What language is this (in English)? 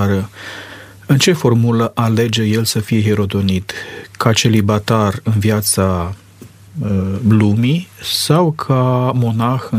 Romanian